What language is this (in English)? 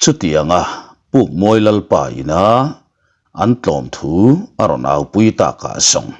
Mizo